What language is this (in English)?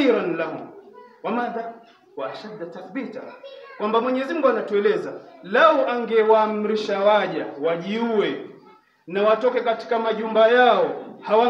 Swahili